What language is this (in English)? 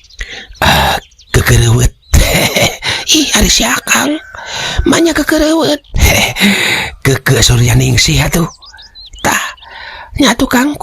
Sundanese